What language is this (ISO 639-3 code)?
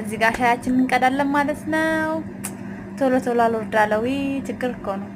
amh